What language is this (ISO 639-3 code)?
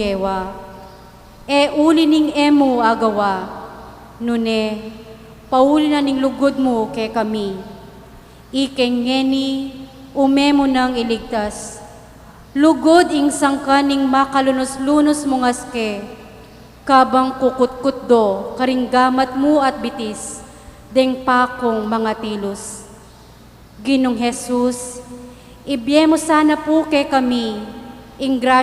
pam